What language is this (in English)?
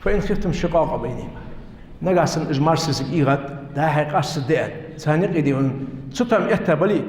Ingush